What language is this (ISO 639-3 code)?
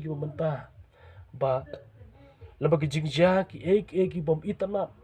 kha